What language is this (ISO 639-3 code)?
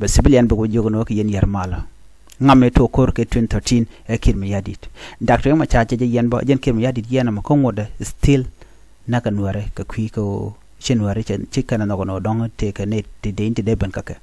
nus